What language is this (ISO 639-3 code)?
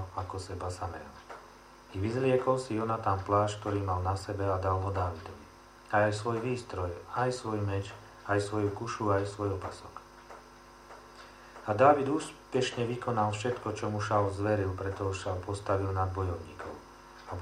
slk